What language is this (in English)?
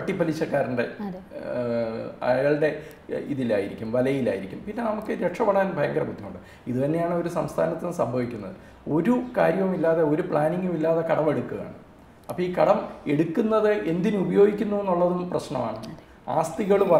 Malayalam